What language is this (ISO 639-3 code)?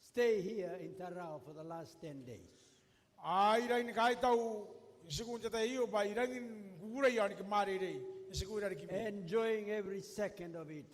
gil